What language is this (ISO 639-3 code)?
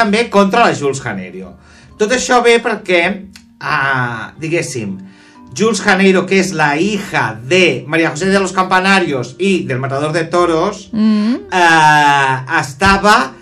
cat